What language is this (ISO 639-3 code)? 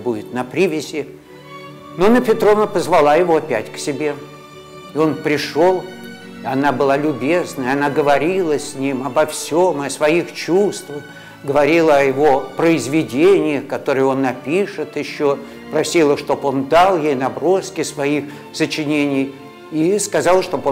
rus